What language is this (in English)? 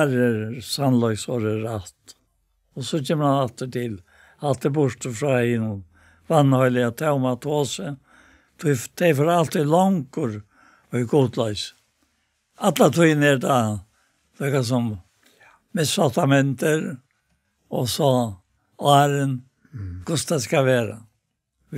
Faroese